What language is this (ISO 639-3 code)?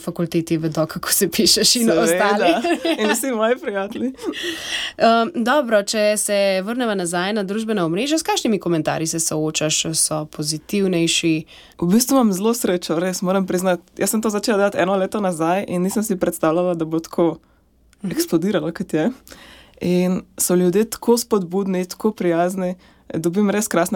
slv